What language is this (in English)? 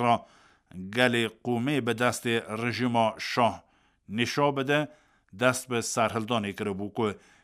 Kurdish